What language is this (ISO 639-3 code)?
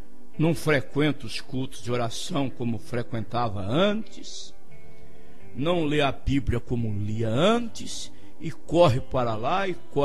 por